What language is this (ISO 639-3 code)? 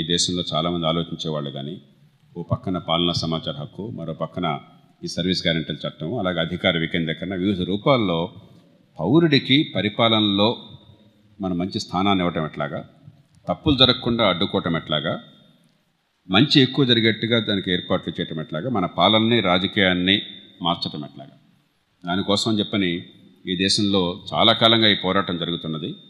tel